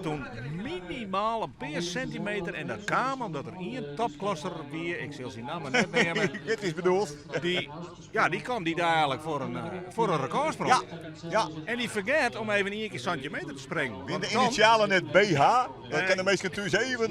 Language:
Western Frisian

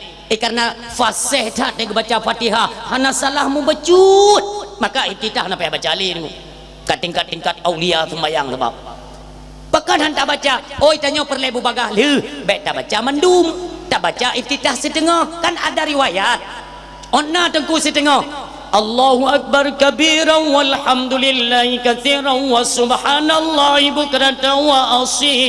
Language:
Achinese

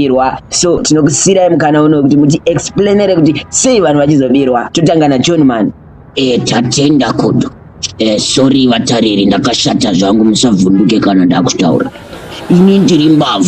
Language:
Shona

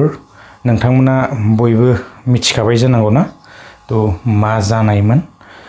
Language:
Bodo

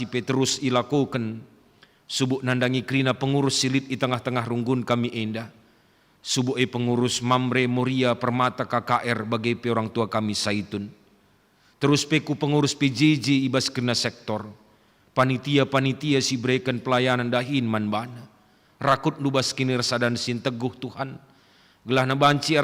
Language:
Batak Karo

